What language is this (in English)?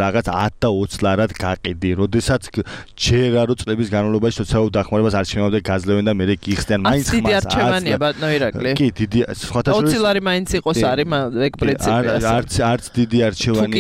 Georgian